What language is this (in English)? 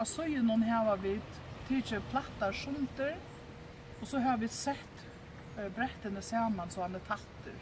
Faroese